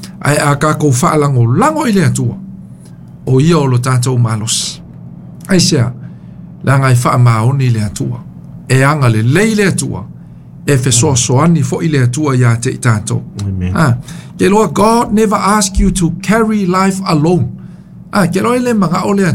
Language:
Samoan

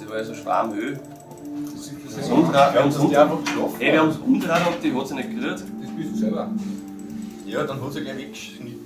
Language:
Bavarian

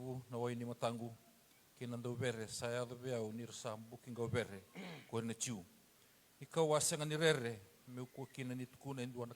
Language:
Fijian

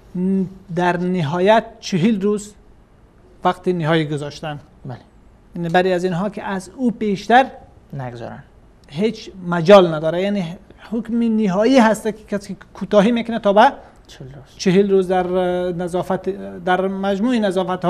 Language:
Persian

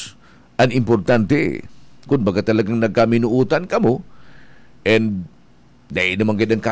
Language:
Bikol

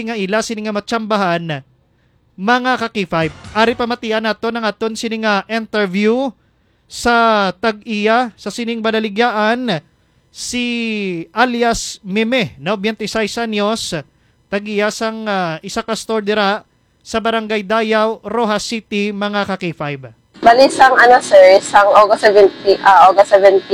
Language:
Hiligaynon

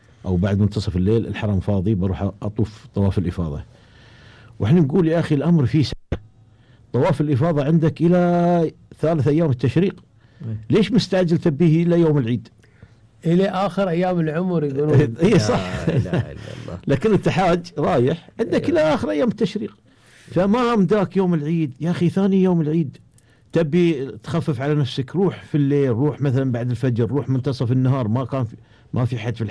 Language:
Gulf Arabic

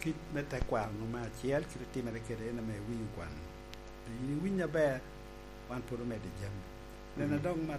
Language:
Lango (Uganda)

